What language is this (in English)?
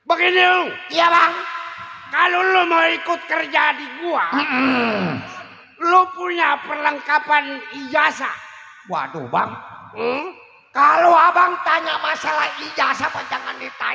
Betawi